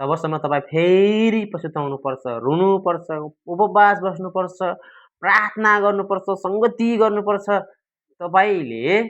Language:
Nepali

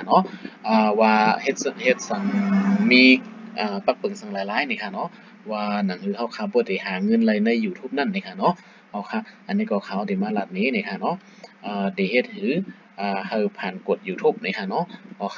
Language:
Shan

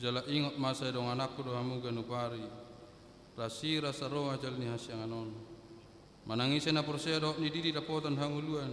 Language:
Batak Toba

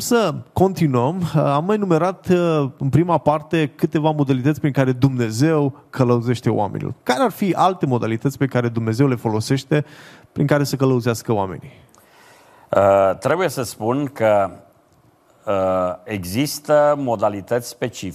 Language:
Romanian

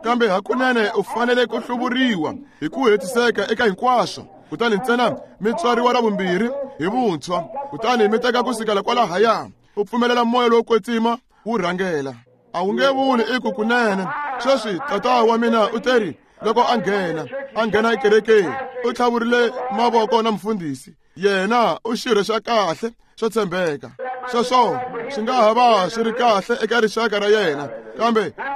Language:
Tsonga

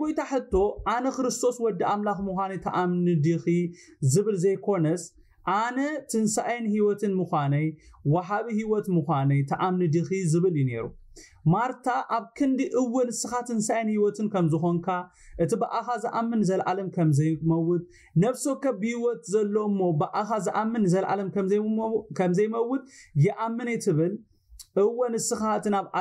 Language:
Tigrinya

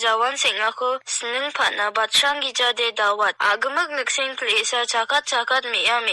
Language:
Garo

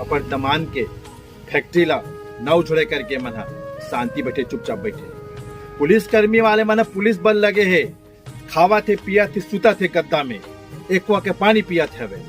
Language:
Chhattisgarhi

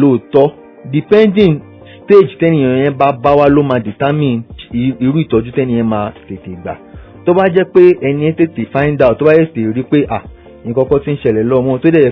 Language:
Yoruba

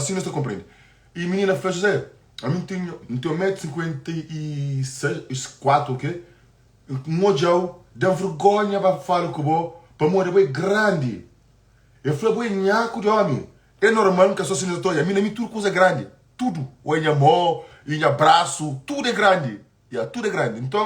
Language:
Kabuverdianu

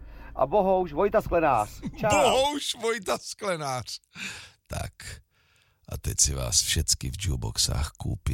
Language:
Czech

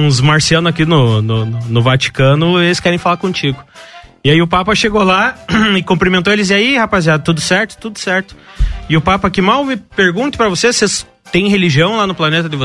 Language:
Portuguese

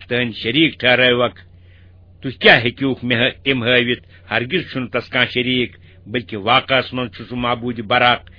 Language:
Kashmiri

